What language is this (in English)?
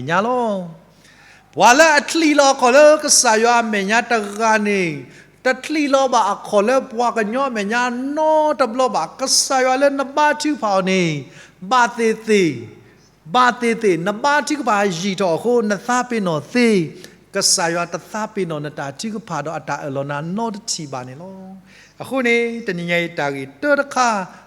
S'gaw Karen